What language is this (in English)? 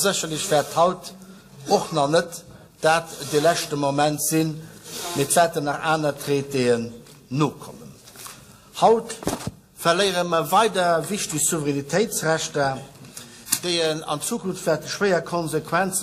Luxembourgish